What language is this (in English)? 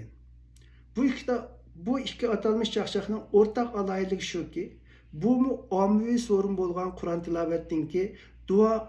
Uyghur